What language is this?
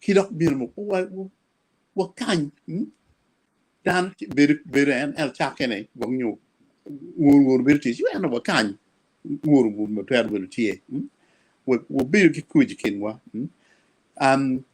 Acoli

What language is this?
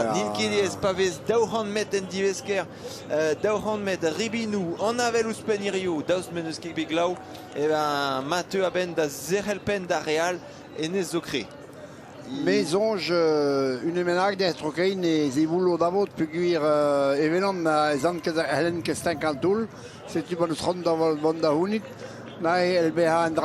Breton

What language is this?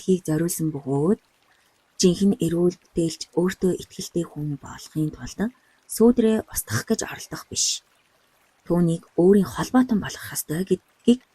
Mongolian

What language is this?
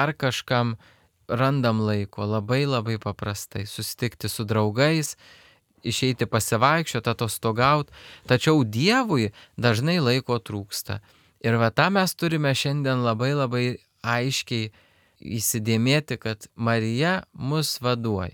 Lithuanian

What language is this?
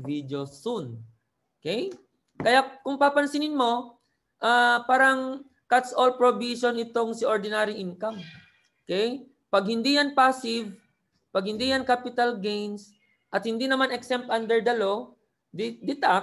Filipino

